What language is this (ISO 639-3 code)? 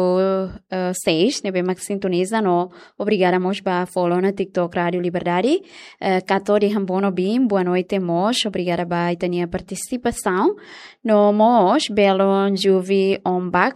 tet